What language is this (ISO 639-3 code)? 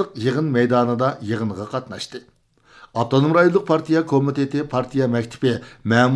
uig